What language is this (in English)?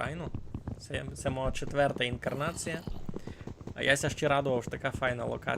Rusyn